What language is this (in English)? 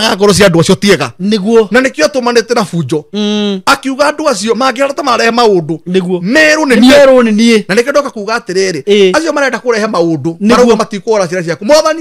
Kikuyu